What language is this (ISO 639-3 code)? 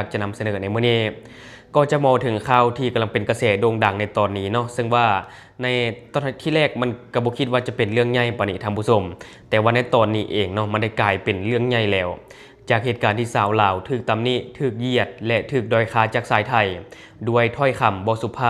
lao